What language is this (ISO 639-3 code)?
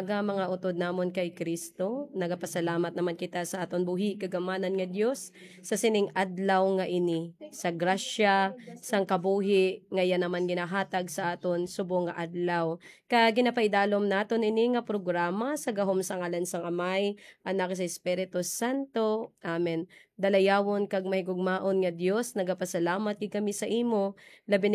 hil